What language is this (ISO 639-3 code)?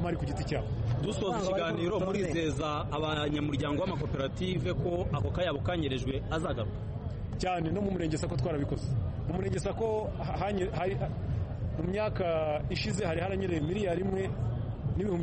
kin